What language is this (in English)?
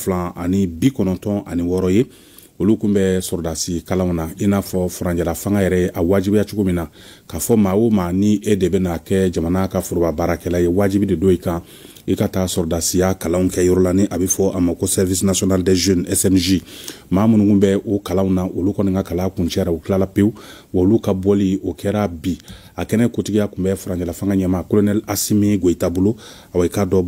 Bambara